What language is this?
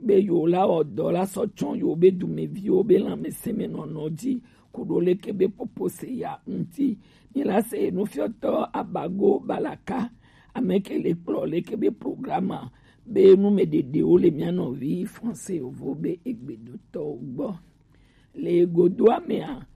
Gen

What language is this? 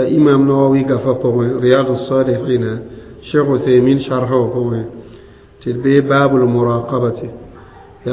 Mossi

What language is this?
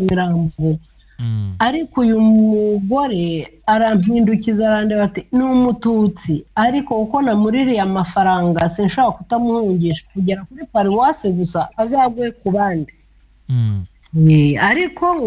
Kinyarwanda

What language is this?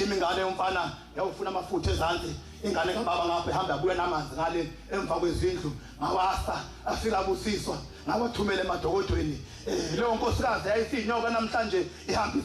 Zulu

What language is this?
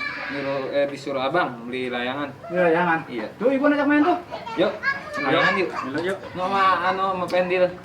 Betawi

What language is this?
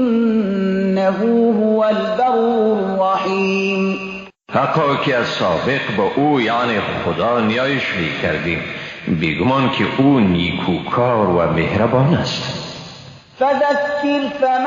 Persian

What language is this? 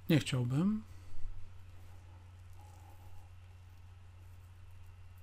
Polish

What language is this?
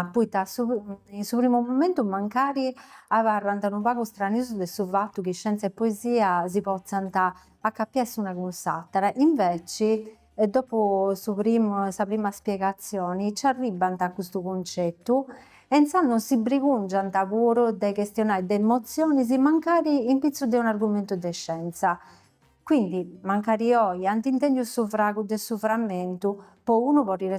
Sardinian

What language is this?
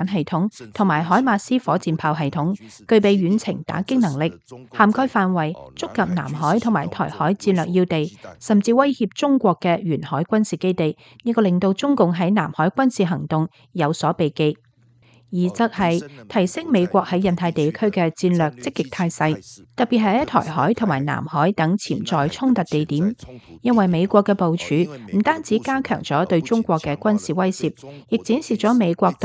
Cantonese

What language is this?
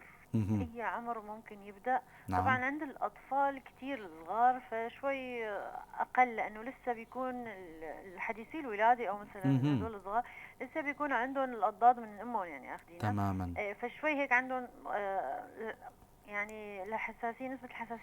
North Levantine Arabic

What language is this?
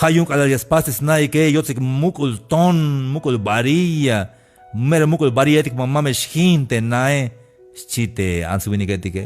Tzeltal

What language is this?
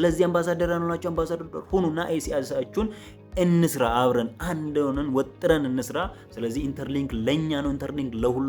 Amharic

